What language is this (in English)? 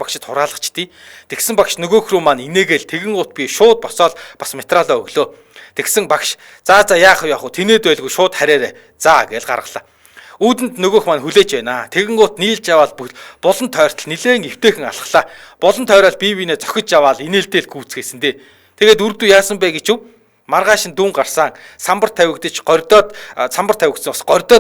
Mongolian